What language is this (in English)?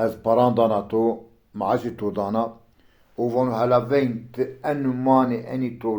Zaza